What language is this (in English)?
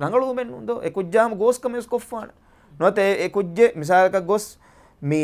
Divehi